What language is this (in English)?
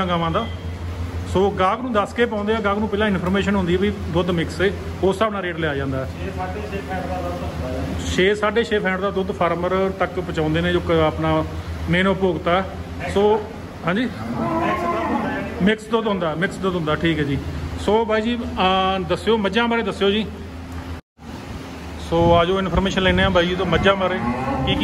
Punjabi